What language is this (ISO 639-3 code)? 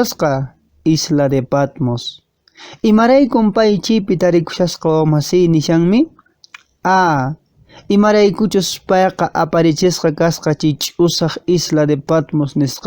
que